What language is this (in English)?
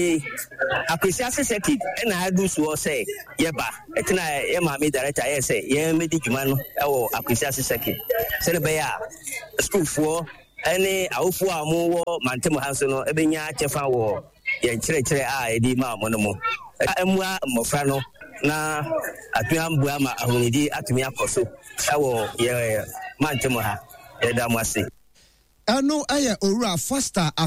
Akan